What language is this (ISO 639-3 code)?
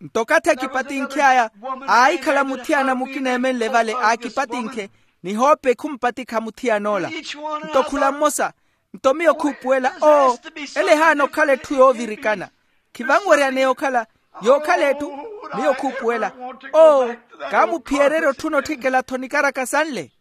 vmw